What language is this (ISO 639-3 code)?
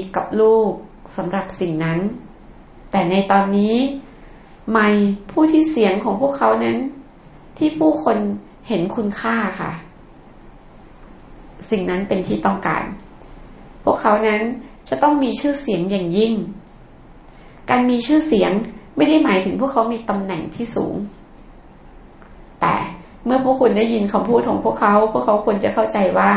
tha